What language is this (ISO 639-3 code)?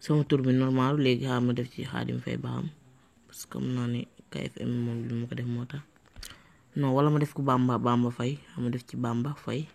wol